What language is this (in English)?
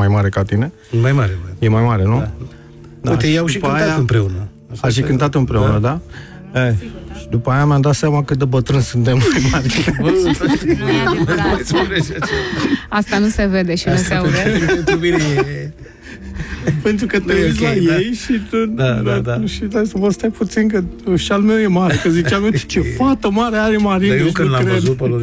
Romanian